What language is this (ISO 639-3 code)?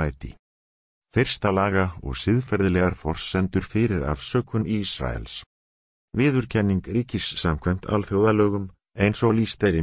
isl